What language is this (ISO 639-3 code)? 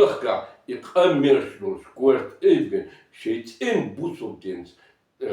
che